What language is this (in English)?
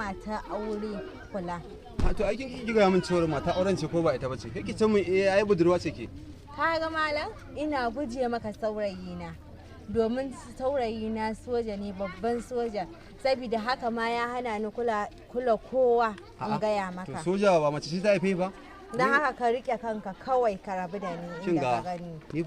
Hausa